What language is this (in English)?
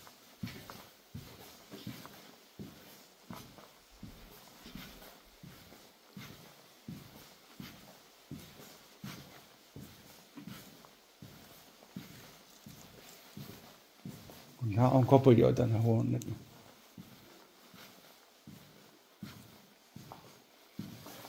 Finnish